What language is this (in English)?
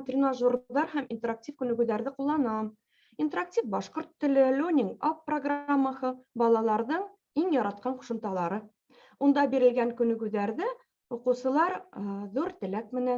Bashkir